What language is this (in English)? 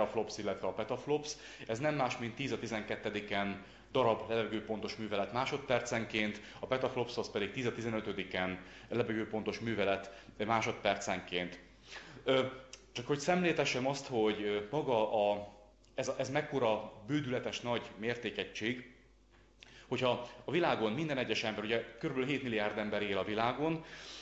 Hungarian